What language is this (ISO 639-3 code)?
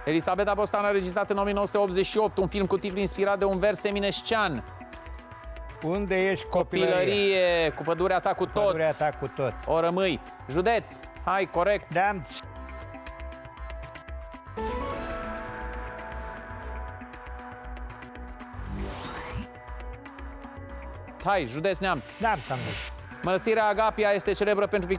ron